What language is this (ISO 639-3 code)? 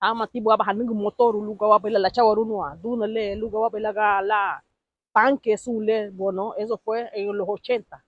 cab